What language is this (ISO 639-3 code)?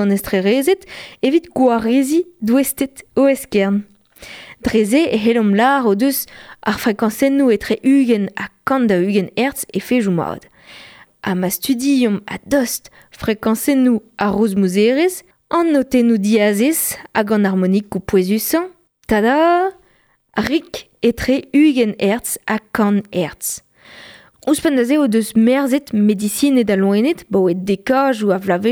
bre